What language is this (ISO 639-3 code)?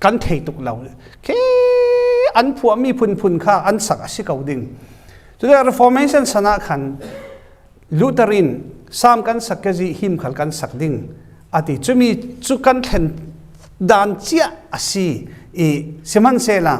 cfm